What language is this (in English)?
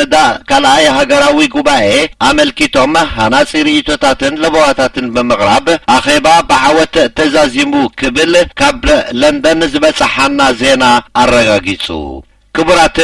Tigrinya